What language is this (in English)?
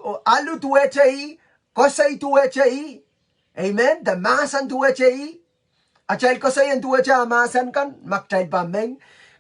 Pohnpeian